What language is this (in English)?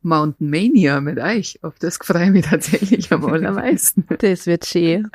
Bavarian